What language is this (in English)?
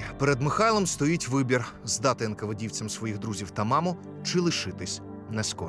Ukrainian